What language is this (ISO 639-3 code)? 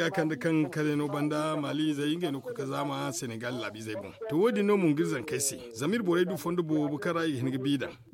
dje